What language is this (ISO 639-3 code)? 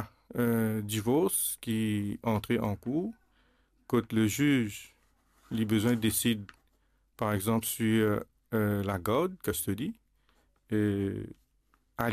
mfe